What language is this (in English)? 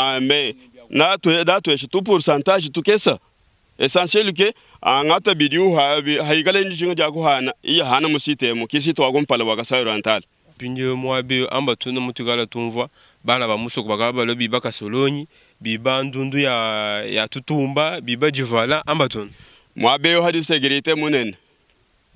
Luba-Lulua